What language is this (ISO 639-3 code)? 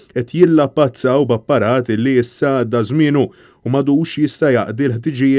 mlt